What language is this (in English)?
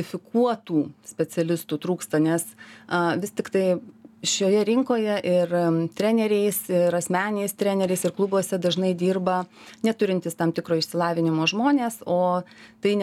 Lithuanian